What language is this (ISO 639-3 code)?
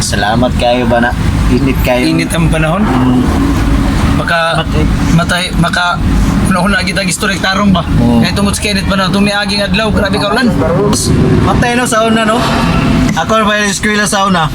ceb